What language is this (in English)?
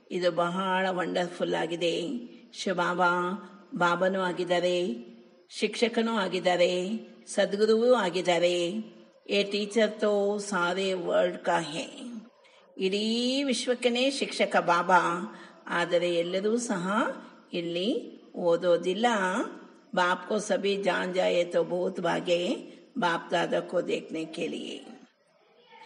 Kannada